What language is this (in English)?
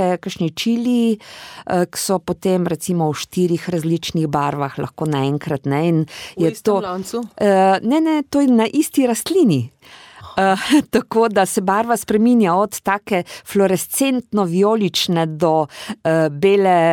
Slovenian